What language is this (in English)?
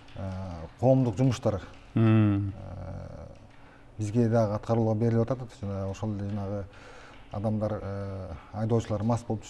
Kyrgyz